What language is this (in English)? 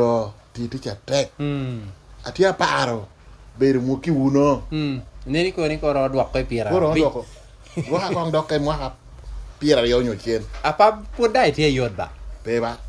Lango (Uganda)